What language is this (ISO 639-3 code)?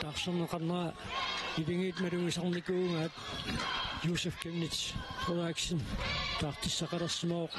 kal